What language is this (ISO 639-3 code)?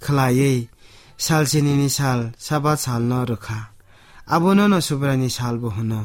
trp